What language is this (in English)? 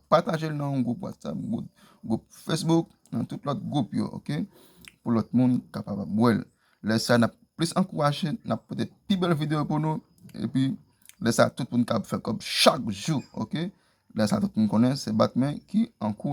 Haitian Creole